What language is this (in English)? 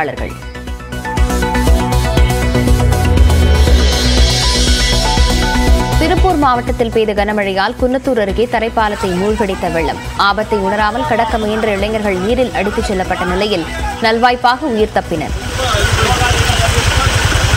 Tamil